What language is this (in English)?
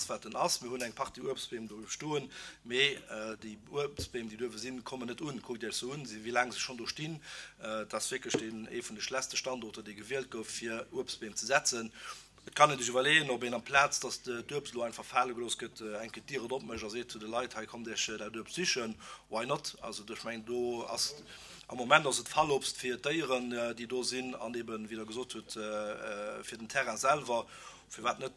Luxembourgish